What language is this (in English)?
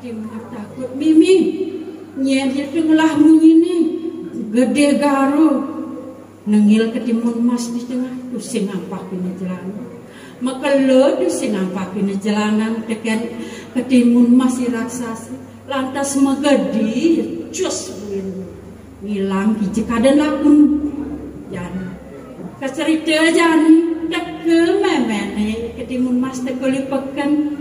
Balinese